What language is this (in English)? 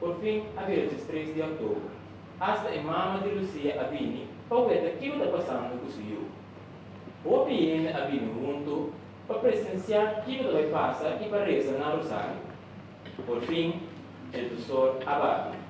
Papiamento